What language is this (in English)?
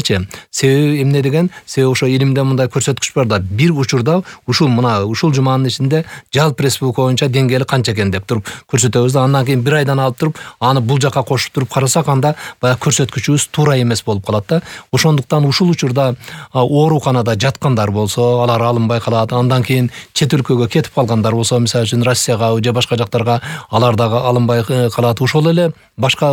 Kyrgyz